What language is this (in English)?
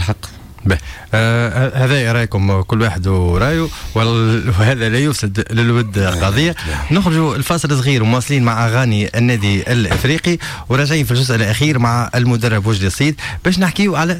Tunisian Arabic